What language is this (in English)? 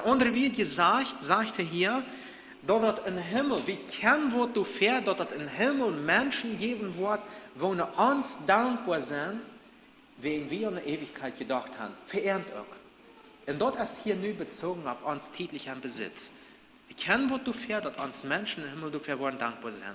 Plautdietsch